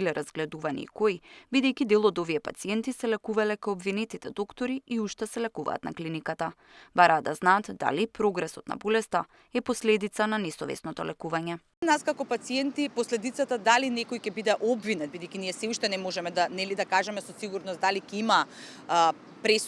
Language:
Macedonian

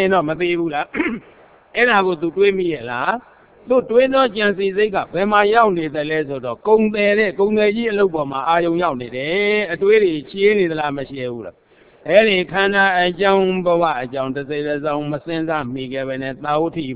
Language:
Burmese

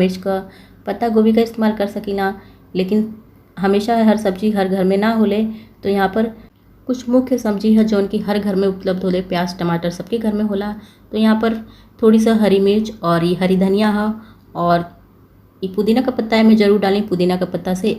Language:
Bhojpuri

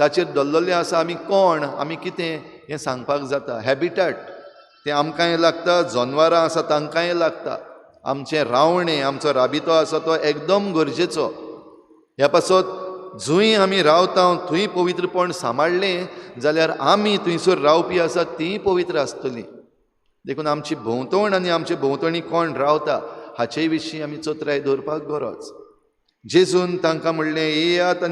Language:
Konkani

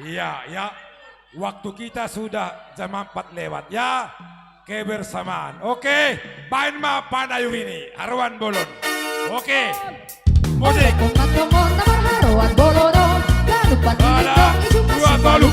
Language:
Batak Simalungun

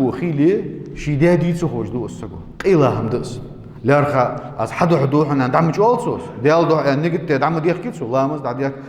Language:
Ingush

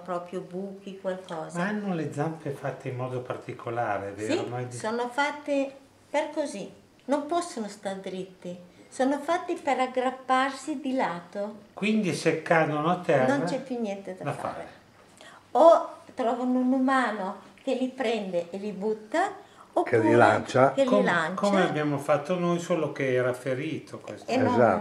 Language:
Italian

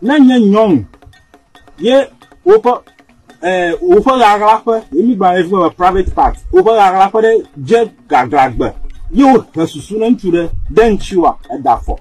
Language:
Ewe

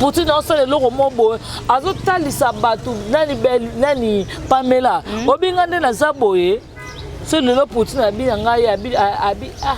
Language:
Lingala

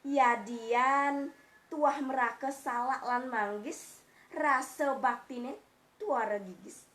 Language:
Balinese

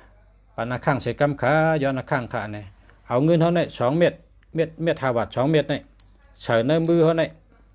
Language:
Shan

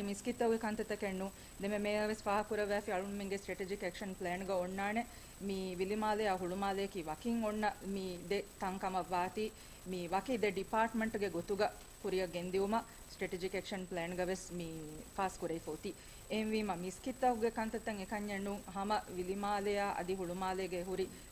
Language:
Divehi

